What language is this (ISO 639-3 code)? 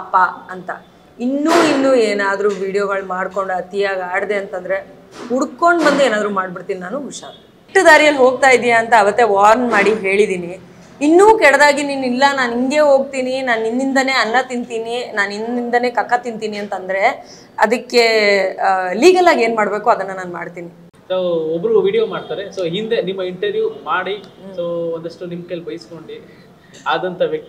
kan